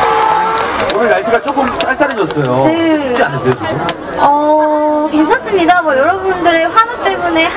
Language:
Korean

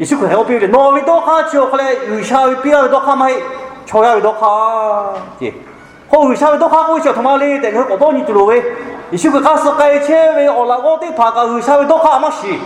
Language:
Lahu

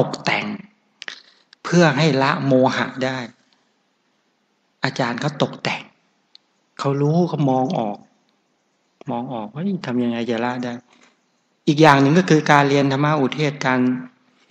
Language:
Thai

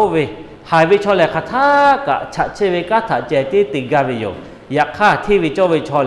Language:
Lahu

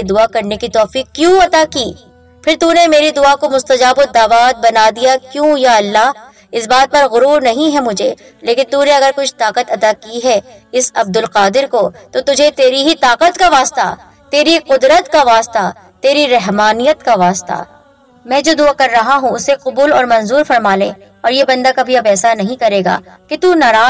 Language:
Urdu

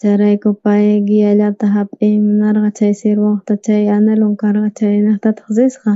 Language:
South Bolivian Quechua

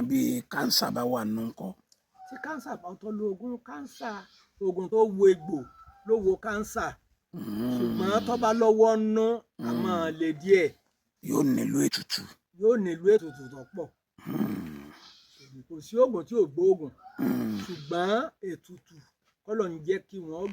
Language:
Yoruba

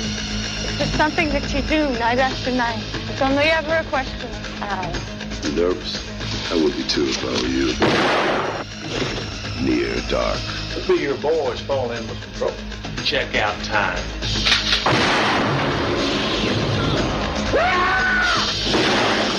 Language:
English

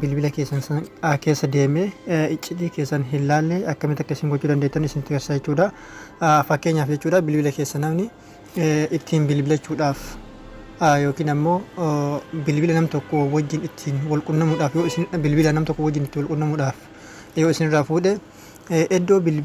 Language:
Oromo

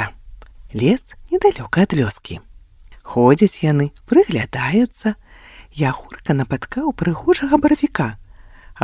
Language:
Belarusian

